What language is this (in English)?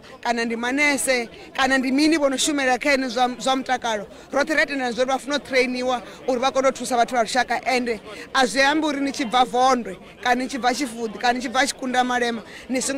Venda